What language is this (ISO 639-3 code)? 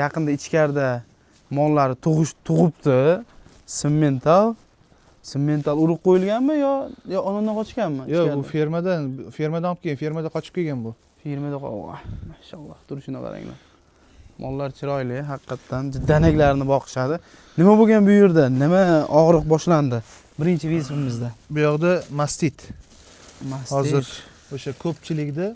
uzb